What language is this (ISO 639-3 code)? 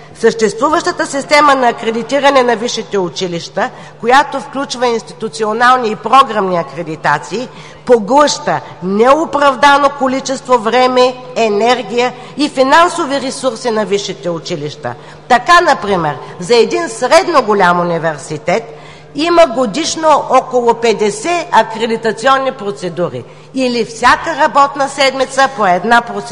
bul